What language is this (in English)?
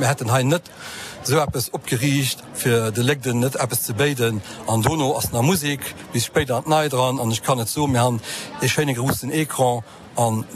Luxembourgish